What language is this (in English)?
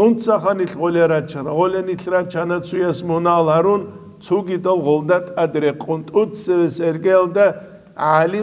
Avaric